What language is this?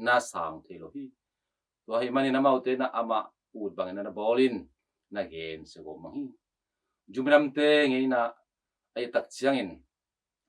Tedim Chin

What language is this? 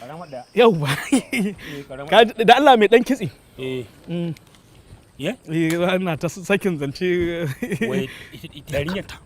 Hausa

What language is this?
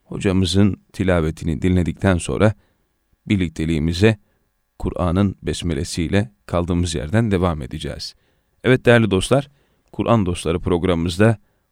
Turkish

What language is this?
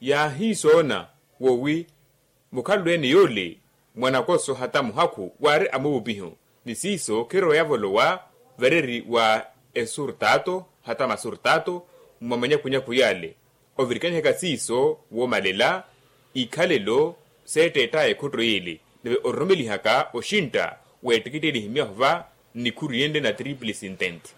Makhuwa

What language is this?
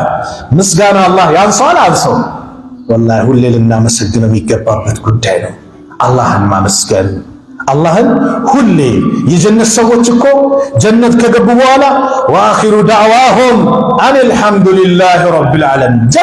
Amharic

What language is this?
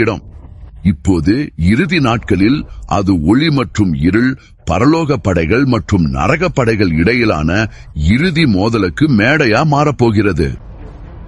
Tamil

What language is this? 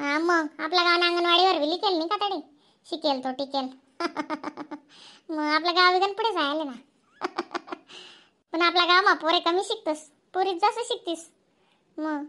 Khandesi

